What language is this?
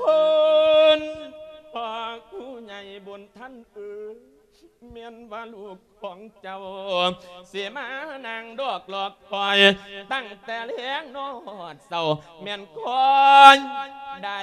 Lao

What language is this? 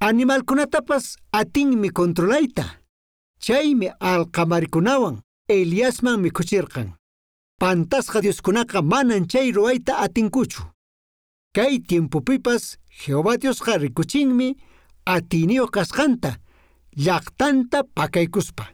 Quechua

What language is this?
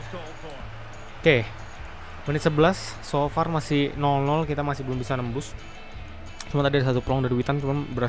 Indonesian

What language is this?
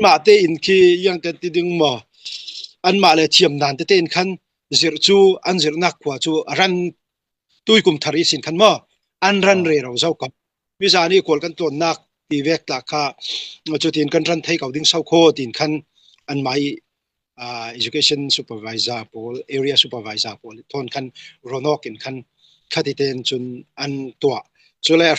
Falam Chin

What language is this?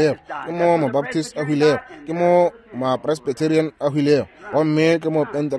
Northern Sotho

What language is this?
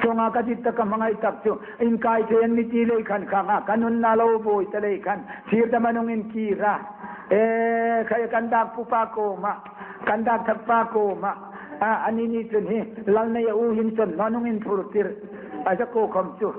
Hmar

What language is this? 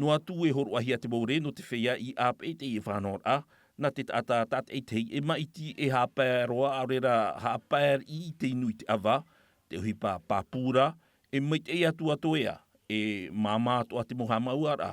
Tahitian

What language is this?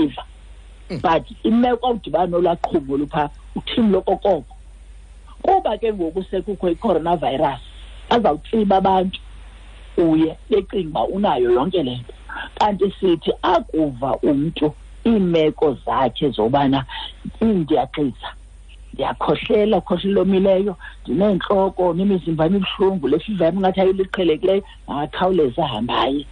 Xhosa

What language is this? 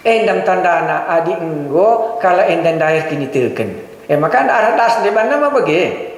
Batak Karo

